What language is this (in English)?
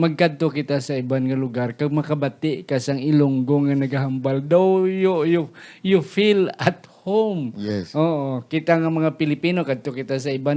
Hiligaynon